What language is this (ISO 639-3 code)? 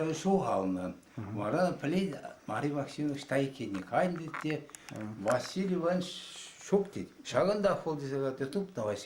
chv